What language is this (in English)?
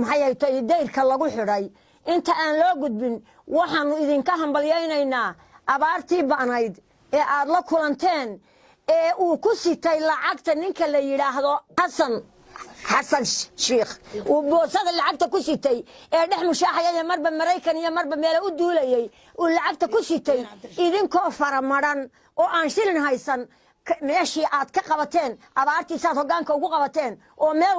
Somali